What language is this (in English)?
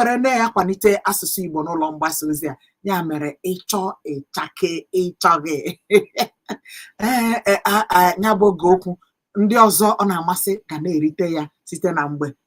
Igbo